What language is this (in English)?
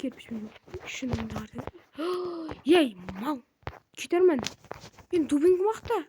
Kazakh